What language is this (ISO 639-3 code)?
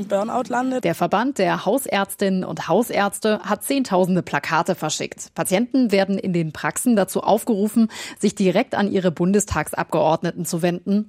deu